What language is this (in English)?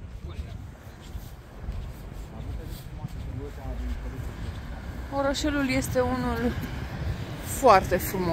Romanian